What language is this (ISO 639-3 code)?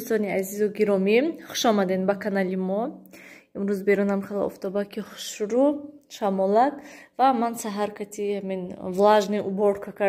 tgk